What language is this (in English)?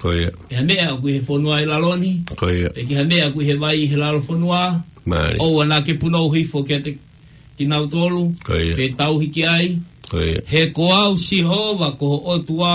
Tongan